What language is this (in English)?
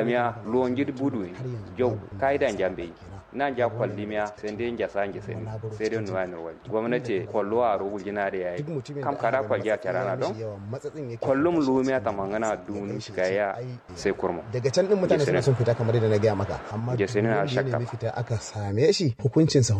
Kanuri